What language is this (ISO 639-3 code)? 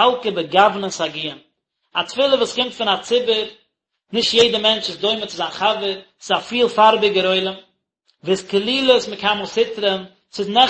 yid